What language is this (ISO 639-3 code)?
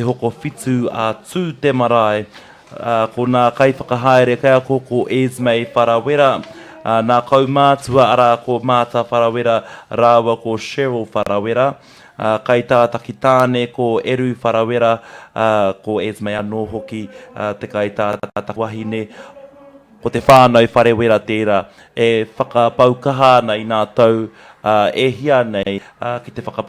mri